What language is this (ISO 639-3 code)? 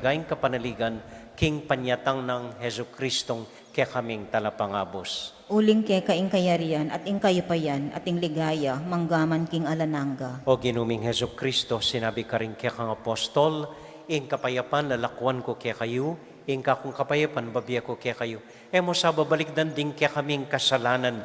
pam